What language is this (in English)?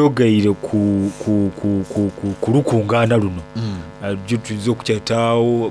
Soga